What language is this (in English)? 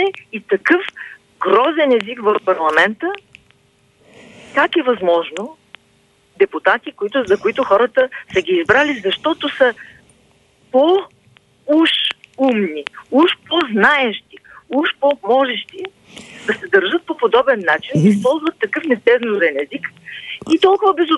Bulgarian